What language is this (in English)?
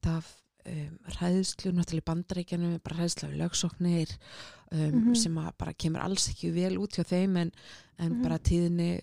Icelandic